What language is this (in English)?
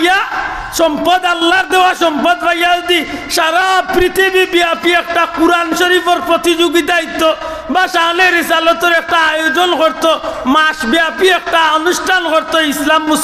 Sylheti